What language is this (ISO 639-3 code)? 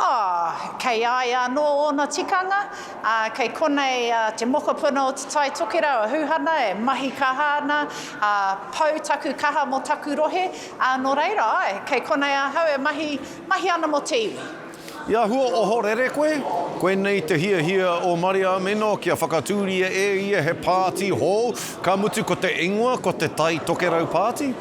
mri